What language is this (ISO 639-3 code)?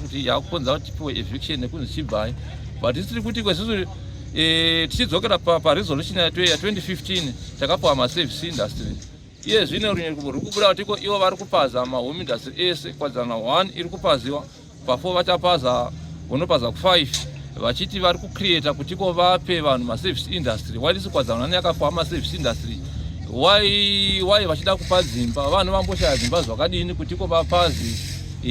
sna